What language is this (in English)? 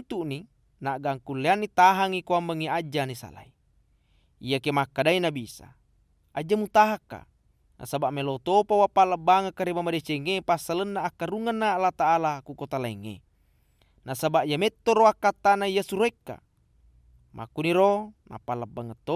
Buginese